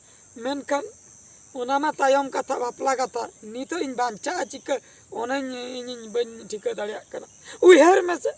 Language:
Santali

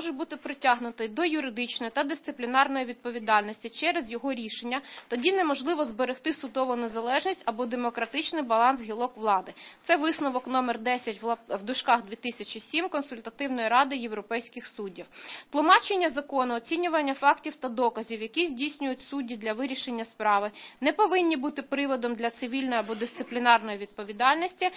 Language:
Ukrainian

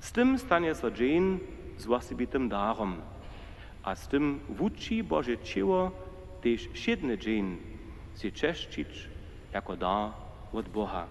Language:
Upper Sorbian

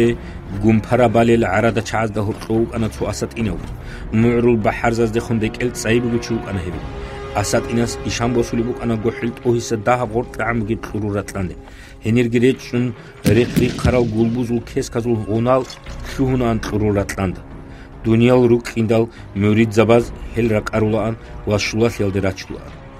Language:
Avaric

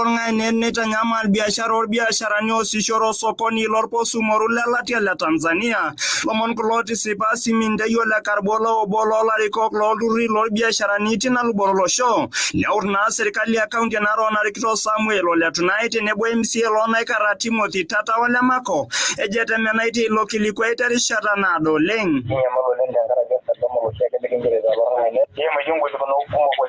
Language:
Masai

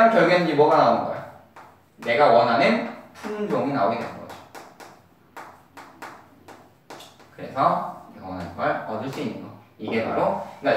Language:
Korean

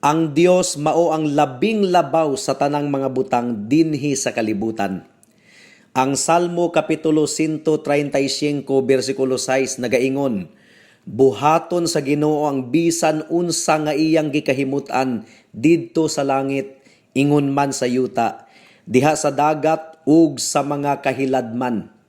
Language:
Cebuano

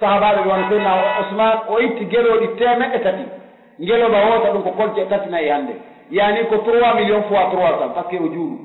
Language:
Pular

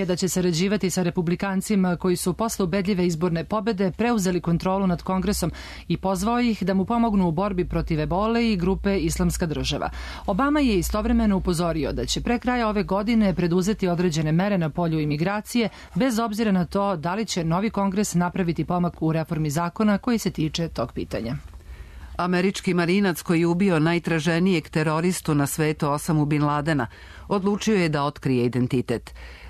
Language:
Serbian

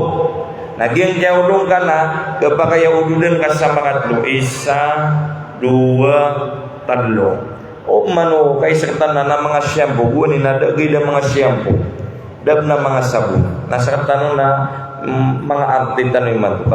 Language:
Maranao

